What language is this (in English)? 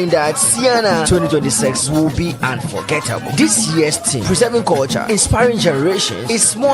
Ewe